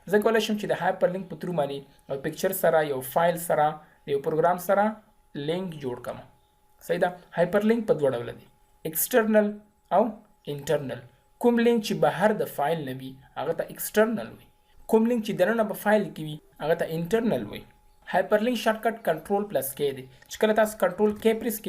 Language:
Pashto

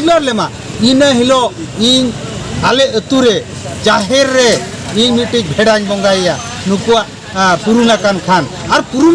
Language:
Santali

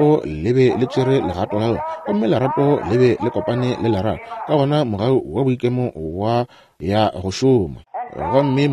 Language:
Northern Sotho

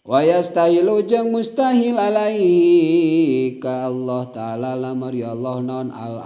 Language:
Sundanese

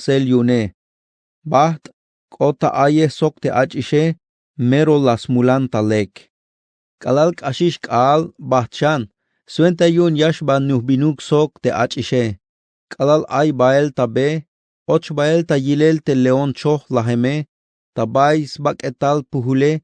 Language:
Tzeltal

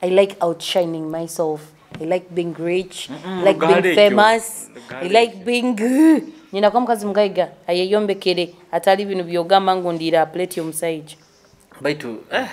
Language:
Nyoro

